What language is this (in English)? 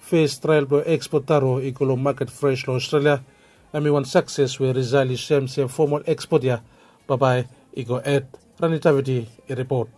Bislama